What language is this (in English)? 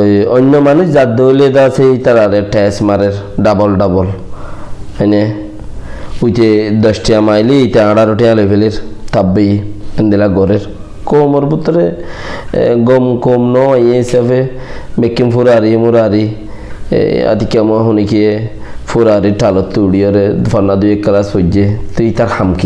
Rohingya